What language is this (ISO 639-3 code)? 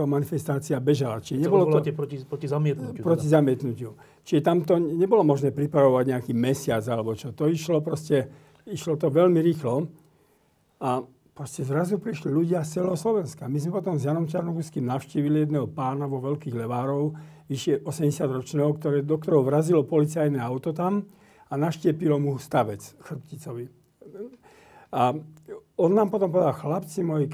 slk